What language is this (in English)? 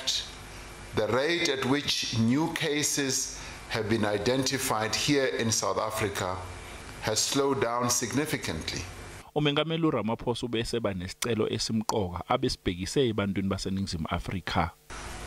Zulu